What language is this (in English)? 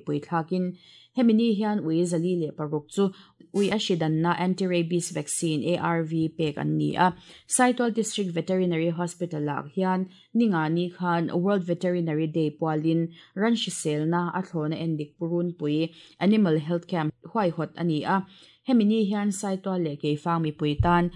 Mizo